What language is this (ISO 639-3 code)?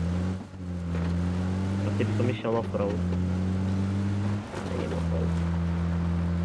slk